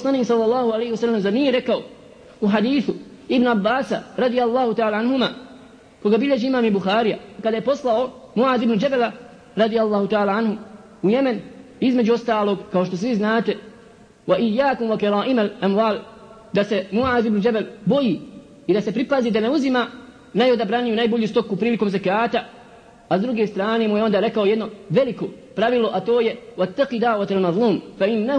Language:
Bosnian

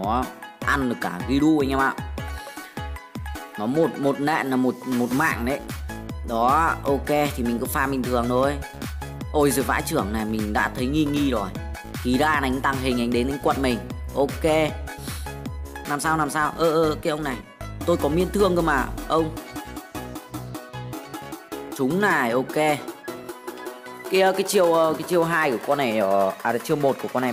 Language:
Vietnamese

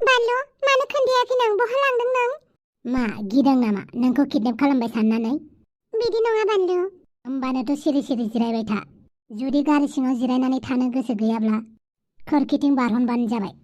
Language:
Bodo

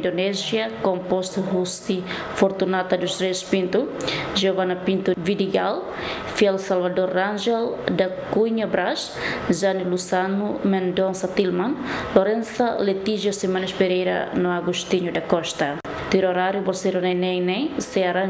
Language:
Tetum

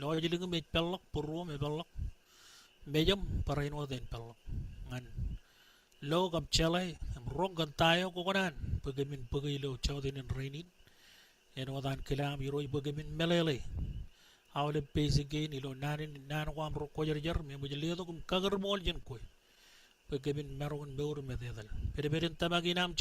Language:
Marshallese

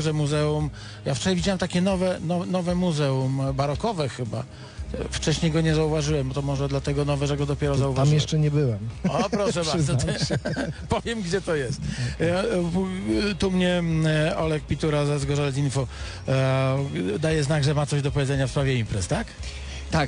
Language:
Polish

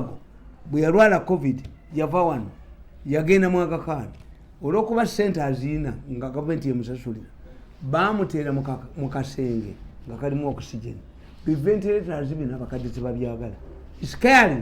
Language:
Ganda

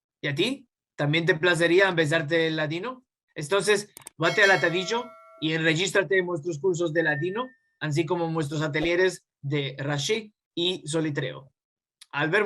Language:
Ladino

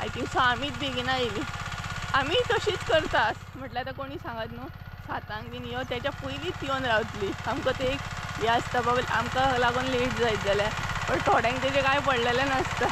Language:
Konkani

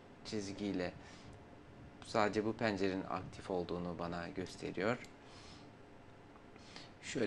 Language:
Turkish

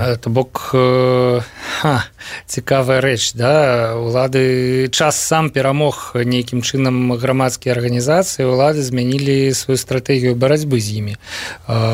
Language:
Belarusian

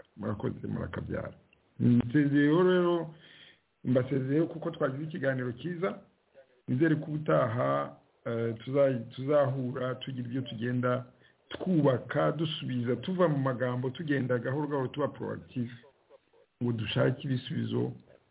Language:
Kinyarwanda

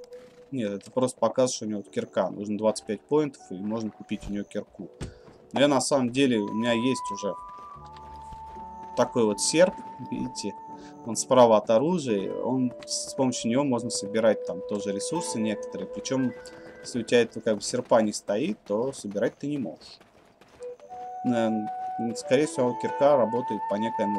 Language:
Russian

